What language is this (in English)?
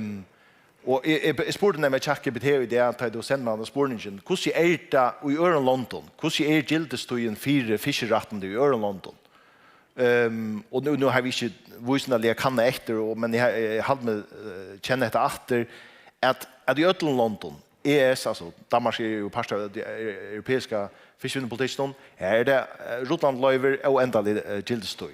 Faroese